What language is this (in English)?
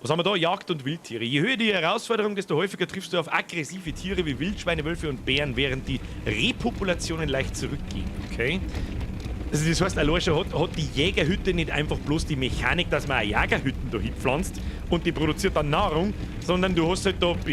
Bavarian